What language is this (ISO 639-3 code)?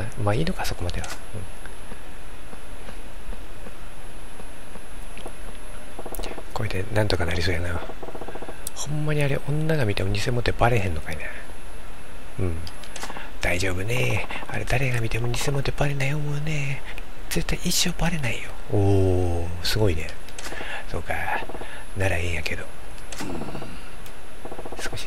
jpn